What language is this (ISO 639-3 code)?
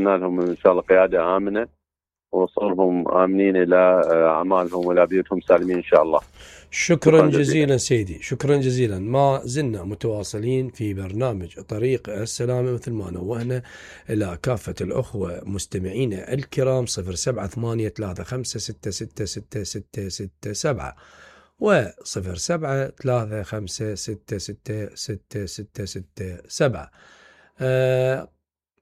acm